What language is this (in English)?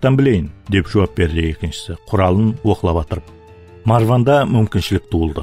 Kara-Kalpak